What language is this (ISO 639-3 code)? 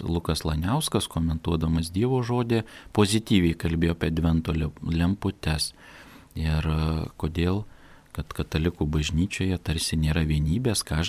lit